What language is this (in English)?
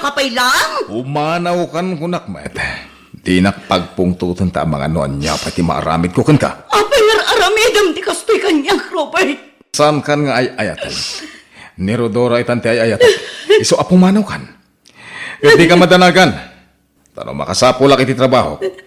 Iloko